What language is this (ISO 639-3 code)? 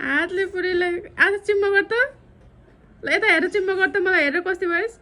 nep